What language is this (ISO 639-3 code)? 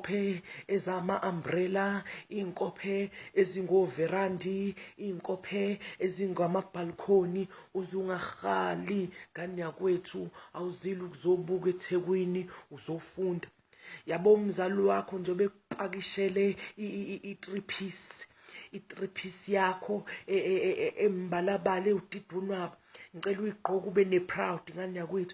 zul